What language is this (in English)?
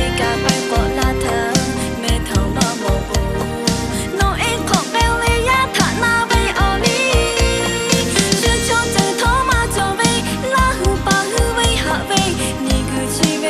Lahu